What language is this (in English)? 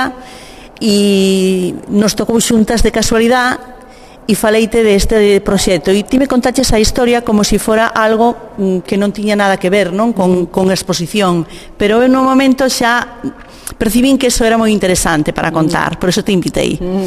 Galician